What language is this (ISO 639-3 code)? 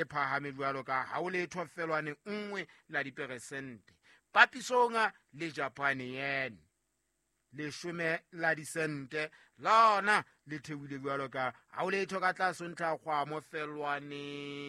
sot